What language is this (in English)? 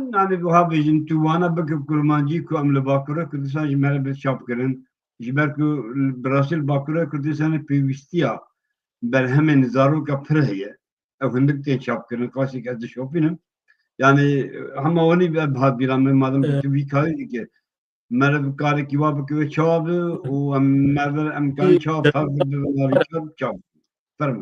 Kurdish